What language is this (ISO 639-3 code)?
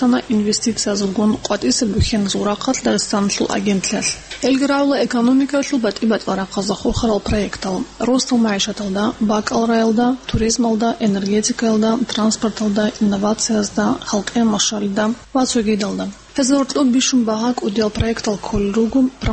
ava